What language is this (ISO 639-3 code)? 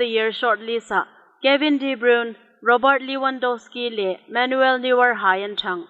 hmr